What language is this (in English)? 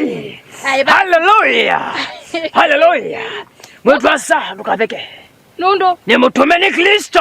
Kamba